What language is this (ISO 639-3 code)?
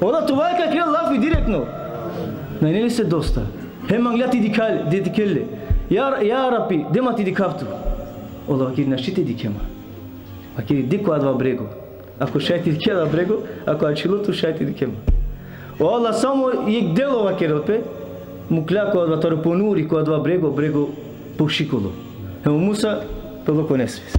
rmn